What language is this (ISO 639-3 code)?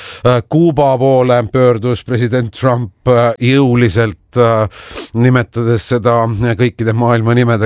est